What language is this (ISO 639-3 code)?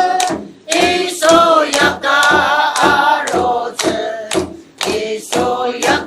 njo